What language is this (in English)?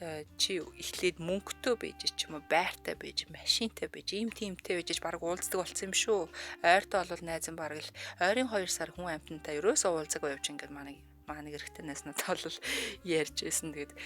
Mongolian